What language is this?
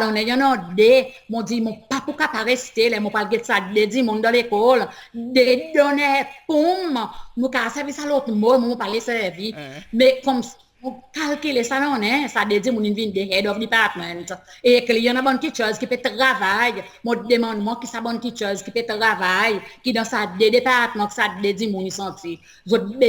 Seselwa Creole French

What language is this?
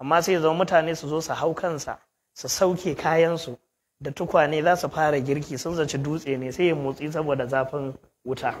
Hausa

